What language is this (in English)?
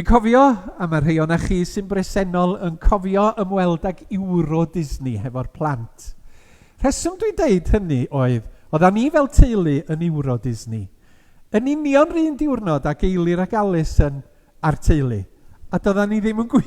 Welsh